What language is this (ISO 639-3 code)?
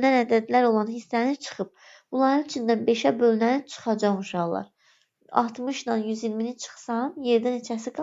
aze